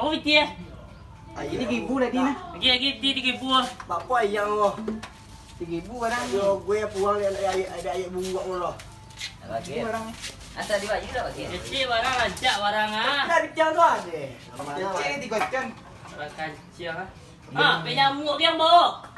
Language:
Minangkabau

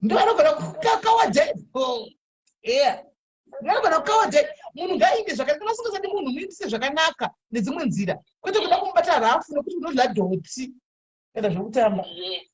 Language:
Shona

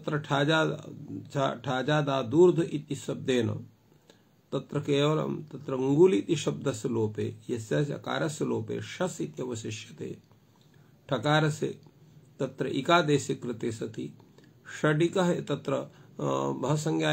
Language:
Sanskrit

